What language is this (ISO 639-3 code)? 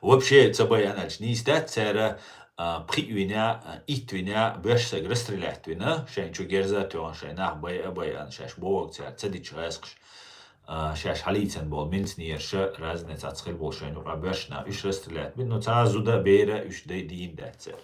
che